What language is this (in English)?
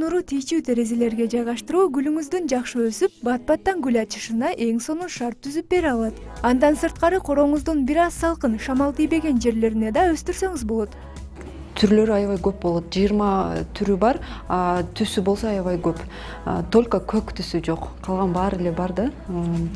Kyrgyz